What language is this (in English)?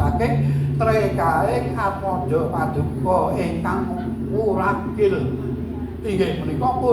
Javanese